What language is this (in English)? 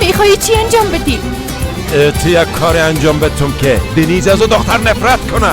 Persian